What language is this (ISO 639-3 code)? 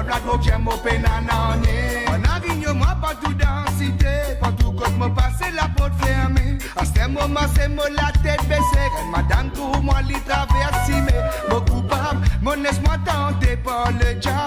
mfe